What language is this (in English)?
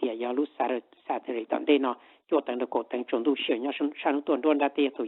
Hmong